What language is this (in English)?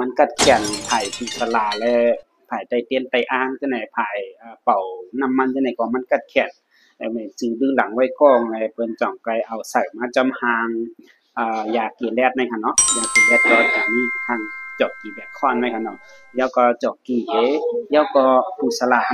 Shan